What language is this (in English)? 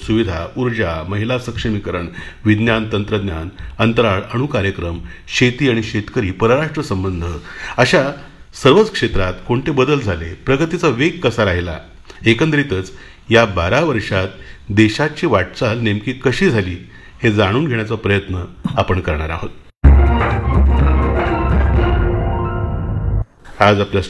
Marathi